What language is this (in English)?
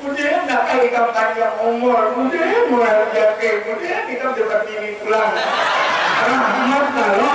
Banjar